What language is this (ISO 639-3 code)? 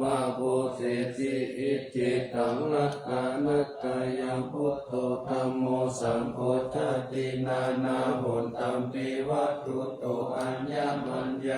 pli